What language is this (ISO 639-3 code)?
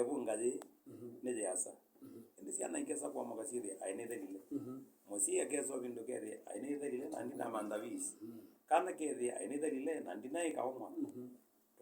kam